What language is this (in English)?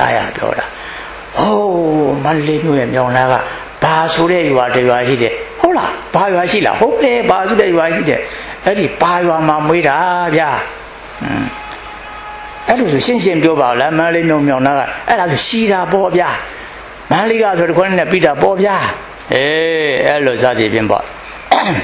Burmese